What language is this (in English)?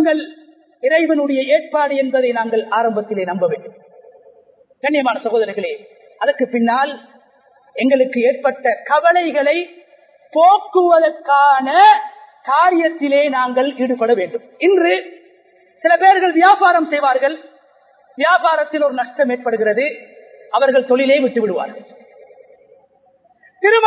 Tamil